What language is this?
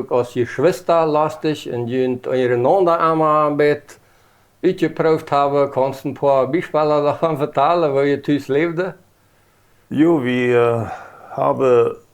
Plautdietsch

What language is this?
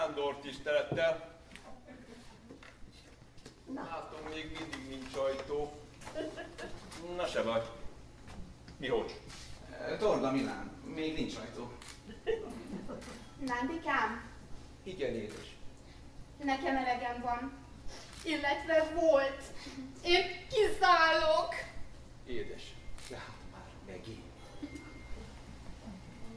Hungarian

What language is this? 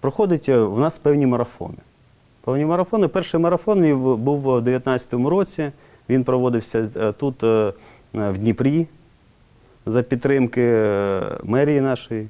Ukrainian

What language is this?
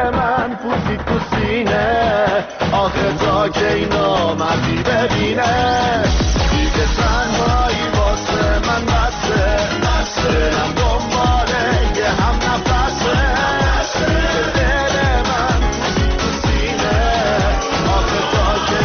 Persian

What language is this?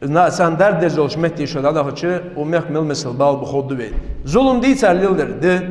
Ingush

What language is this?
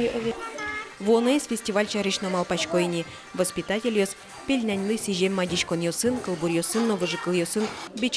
Udmurt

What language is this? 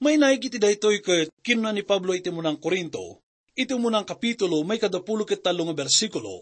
Iloko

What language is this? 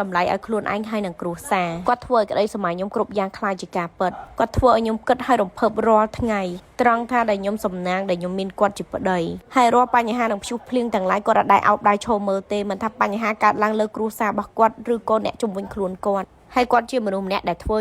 Khmer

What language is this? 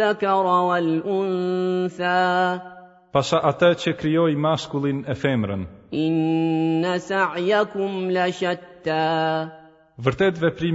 Albanian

